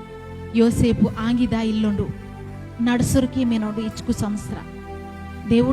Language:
Koya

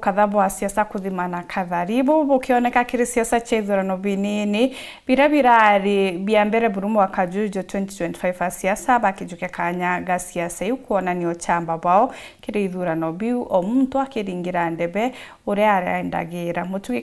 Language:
Meru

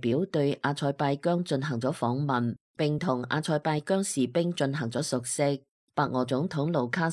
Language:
Cantonese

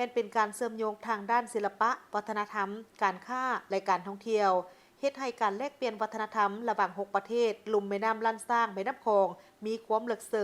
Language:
Lao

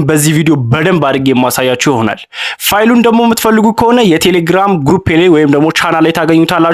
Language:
Amharic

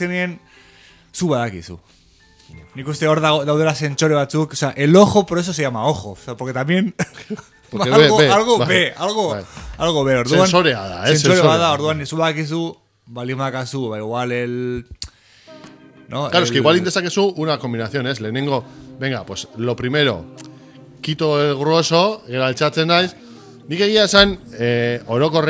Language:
Basque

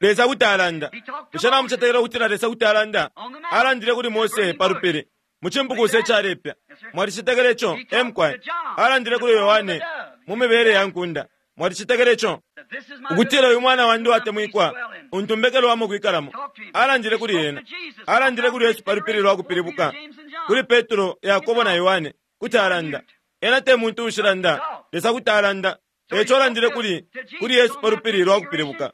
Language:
Bemba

